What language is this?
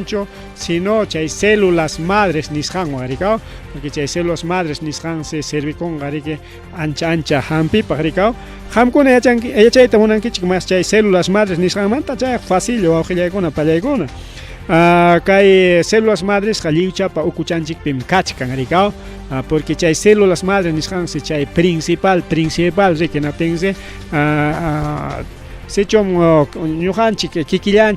Ayacucho Quechua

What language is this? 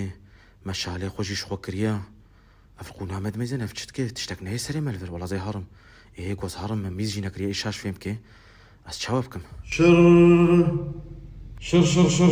Kurdish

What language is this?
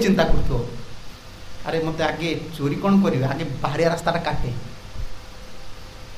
Odia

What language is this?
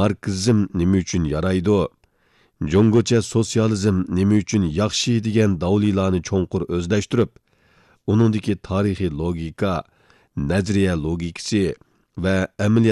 Uyghur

